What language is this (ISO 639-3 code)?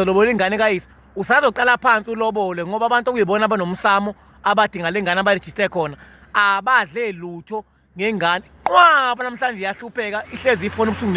zul